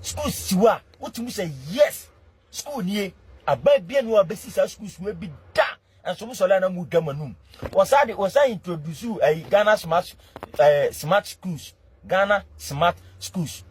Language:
Akan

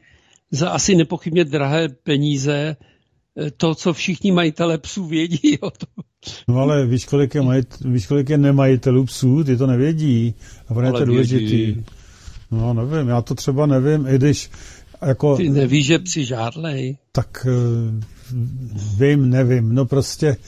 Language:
Czech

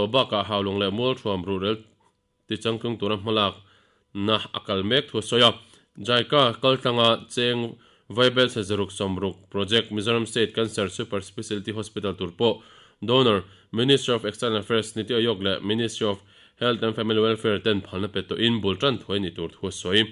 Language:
Mizo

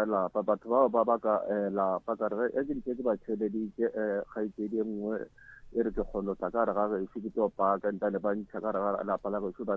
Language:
Northern Sotho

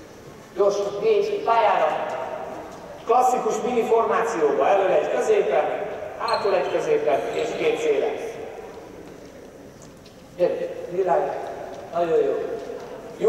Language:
Hungarian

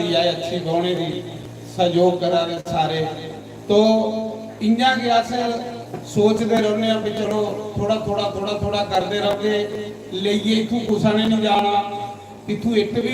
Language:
Dogri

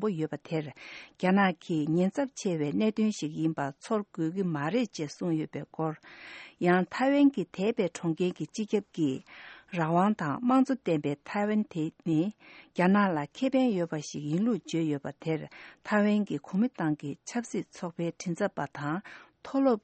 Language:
Tibetan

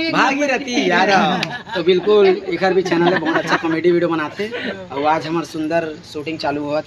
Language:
Chhattisgarhi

